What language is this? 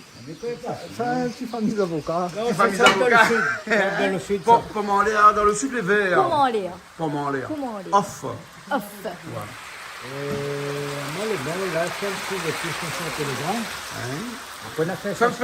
Réunion Creole French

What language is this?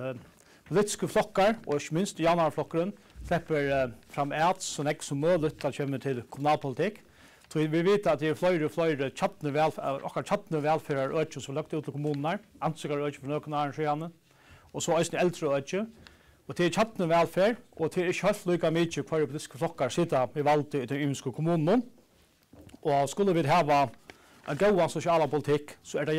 Faroese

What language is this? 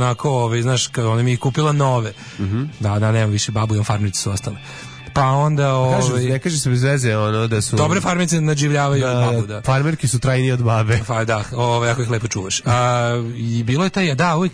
Serbian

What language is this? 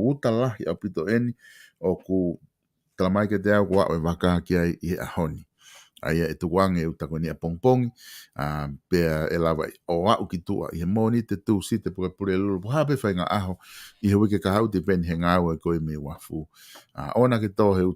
Tongan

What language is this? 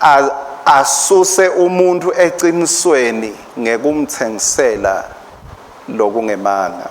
Swati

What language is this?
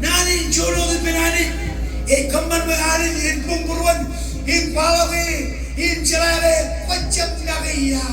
Marshallese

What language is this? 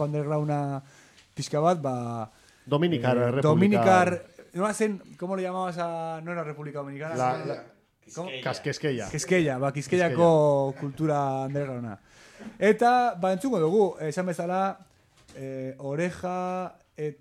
Basque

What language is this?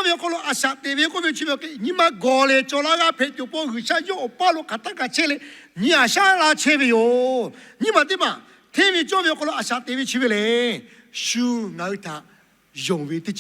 Lahu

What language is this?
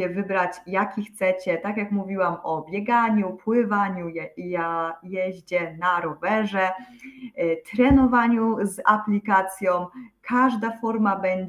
Polish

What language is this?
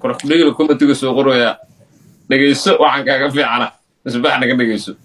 Somali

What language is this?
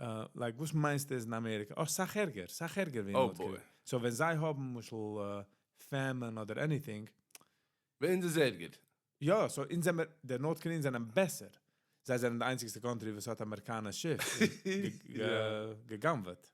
Yiddish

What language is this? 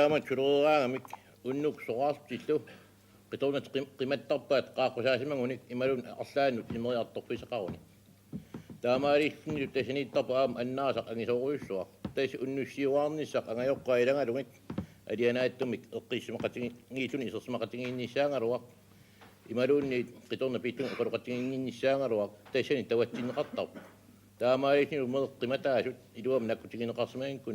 Kalaallisut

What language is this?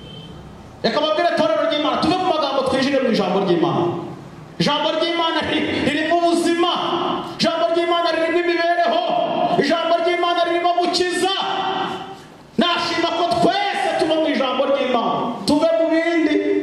Kinyarwanda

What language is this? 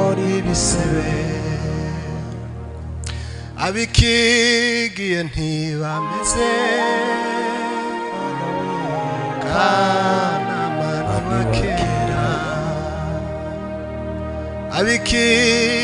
Kinyarwanda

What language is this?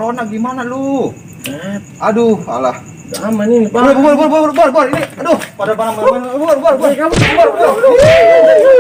Betawi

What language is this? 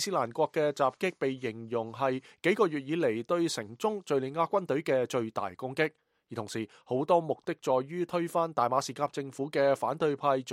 Cantonese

